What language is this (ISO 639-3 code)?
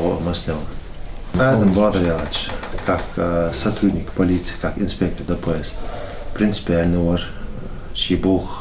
inh